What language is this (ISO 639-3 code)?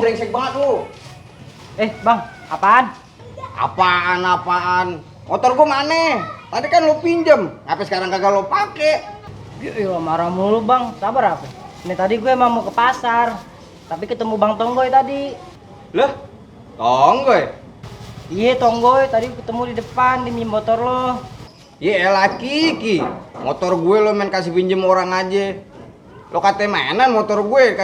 bew